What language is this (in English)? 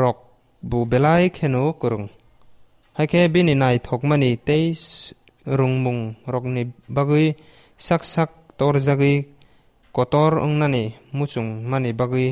Kok Borok